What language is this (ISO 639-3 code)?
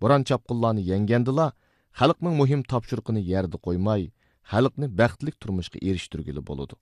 uig